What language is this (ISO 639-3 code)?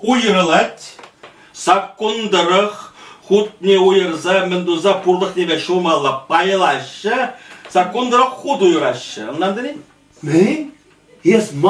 chv